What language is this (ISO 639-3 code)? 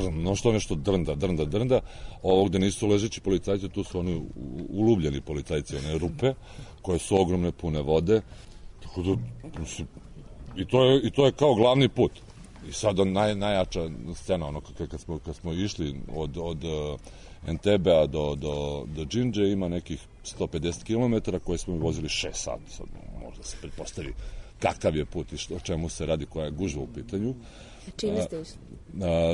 srp